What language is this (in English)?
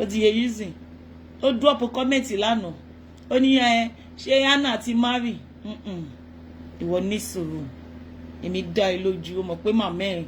Yoruba